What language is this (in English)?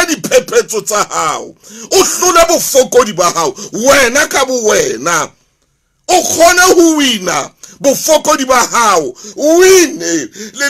Southern Sotho